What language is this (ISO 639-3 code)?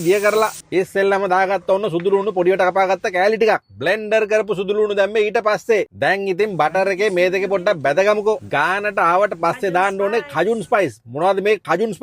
sin